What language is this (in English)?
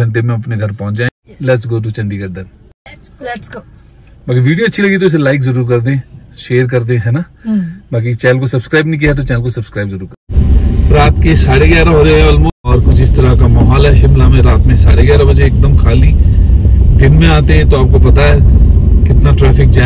Hindi